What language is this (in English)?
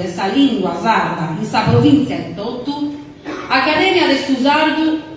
Sardinian